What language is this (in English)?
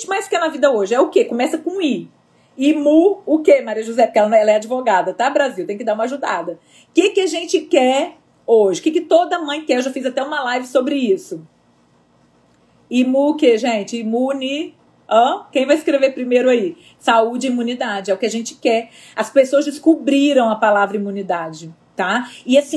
Portuguese